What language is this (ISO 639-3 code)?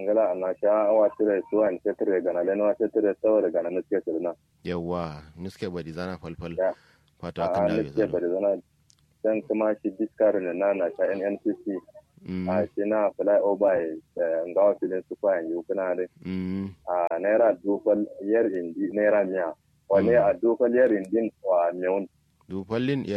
kau